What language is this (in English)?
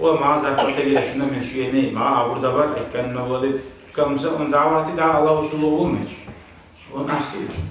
Kumyk